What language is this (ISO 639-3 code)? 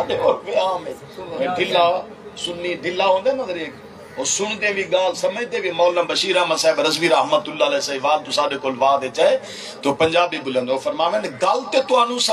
skr